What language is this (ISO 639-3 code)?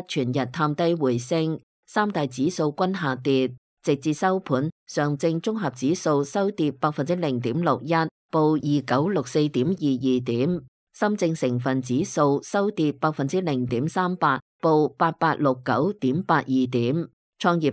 yue